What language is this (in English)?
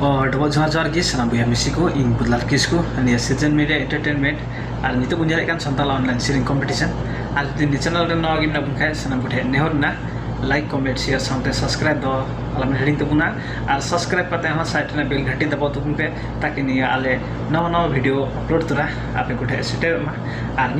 Santali